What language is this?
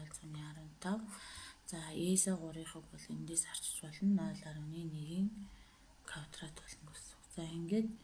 Mongolian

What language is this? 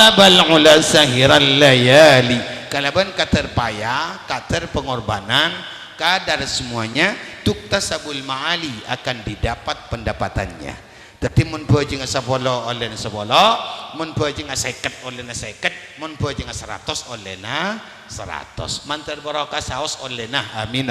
Madurese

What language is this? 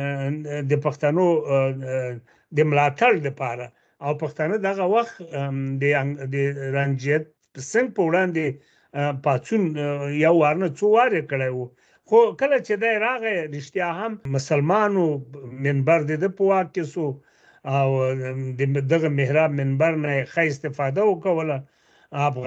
Pashto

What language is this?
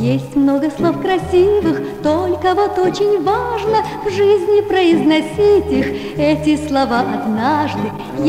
Russian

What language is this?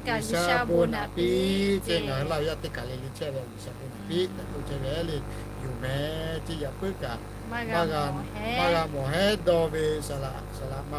Lahu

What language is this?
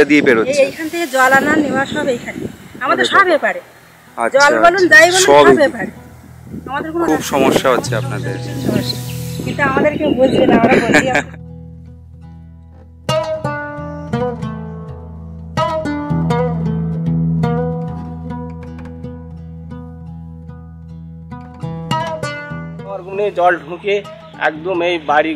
Bangla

